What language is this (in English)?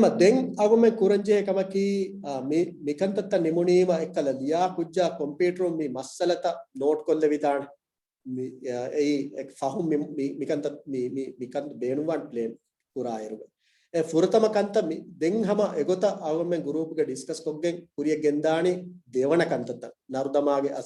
Divehi